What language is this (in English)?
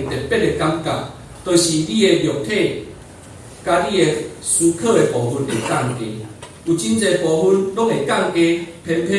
Min Nan Chinese